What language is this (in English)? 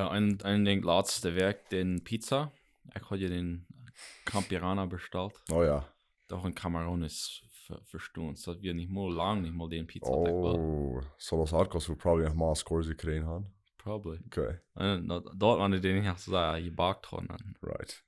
Plautdietsch